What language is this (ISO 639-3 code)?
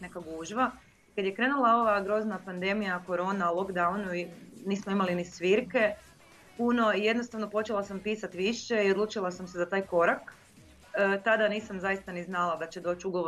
hrv